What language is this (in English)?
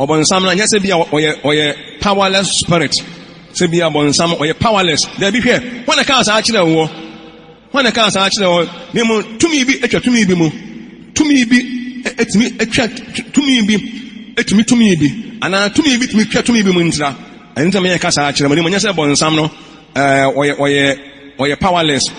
Akan